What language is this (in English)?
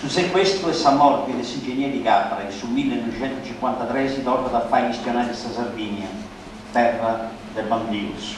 Sardinian